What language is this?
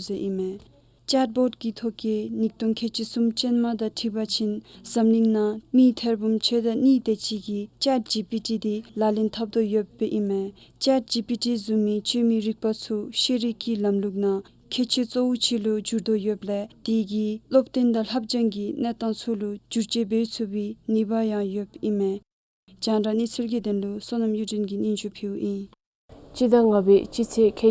Dzongkha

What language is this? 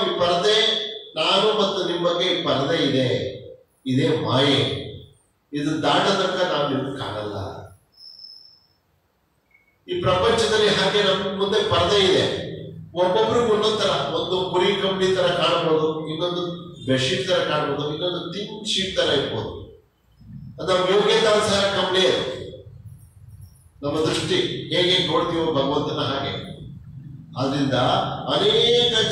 Kannada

